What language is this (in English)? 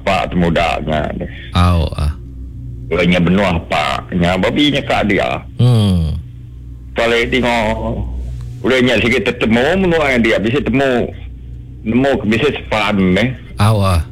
Iban